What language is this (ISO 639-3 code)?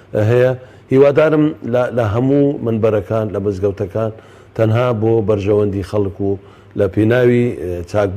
ckb